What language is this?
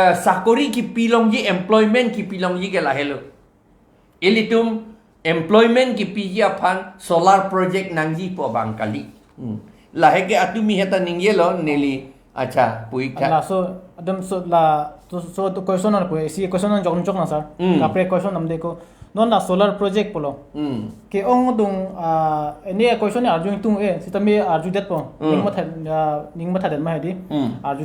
Karbi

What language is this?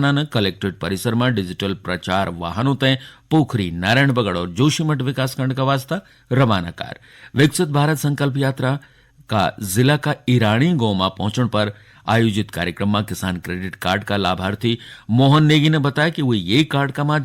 Garhwali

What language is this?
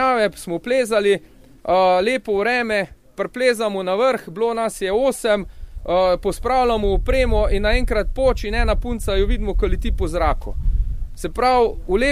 Slovenian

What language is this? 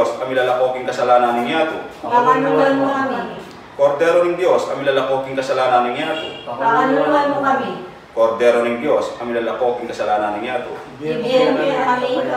Pampanga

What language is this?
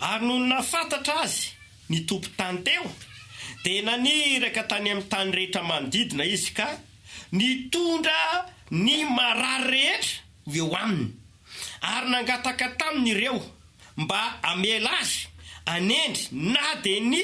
Malagasy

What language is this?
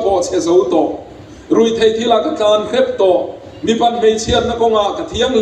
Mizo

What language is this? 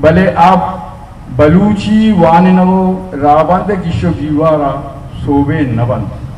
Baluchi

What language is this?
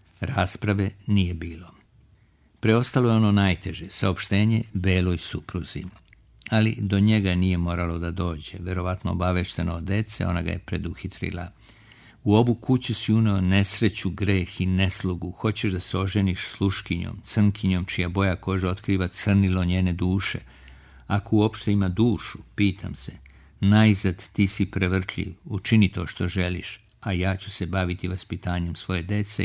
Serbian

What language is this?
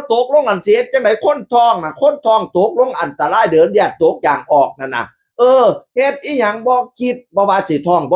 Northeastern Thai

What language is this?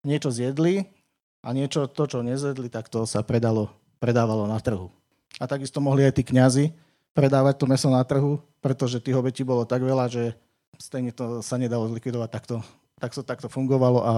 Slovak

